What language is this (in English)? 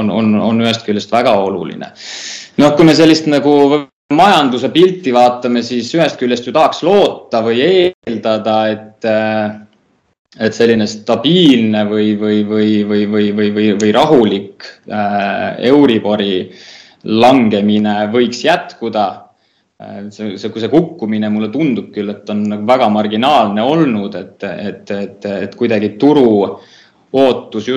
Estonian